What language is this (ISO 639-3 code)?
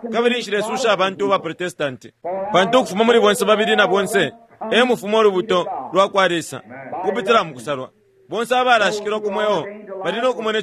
bem